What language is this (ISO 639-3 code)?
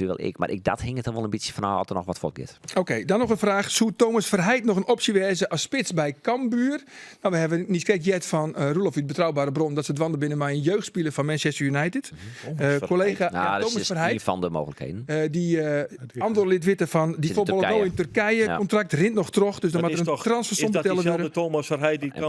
fry